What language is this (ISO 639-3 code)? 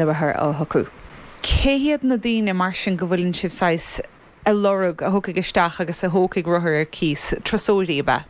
gle